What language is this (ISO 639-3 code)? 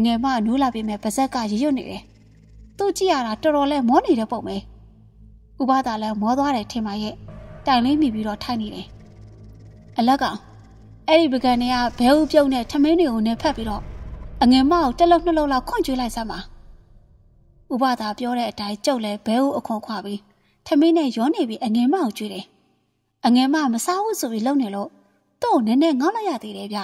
mya